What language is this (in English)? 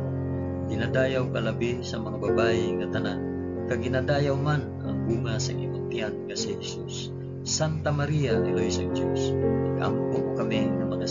Hiligaynon